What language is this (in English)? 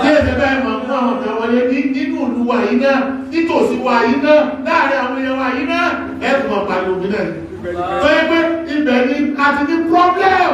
Yoruba